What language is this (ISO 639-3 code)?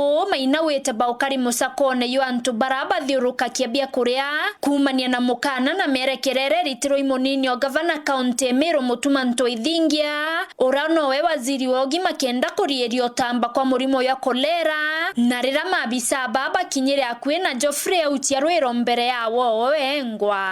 mer